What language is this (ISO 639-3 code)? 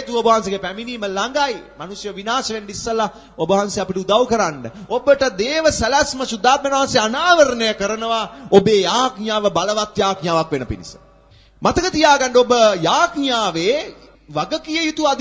sin